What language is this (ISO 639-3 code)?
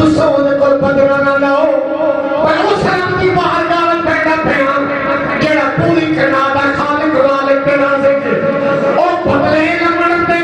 skr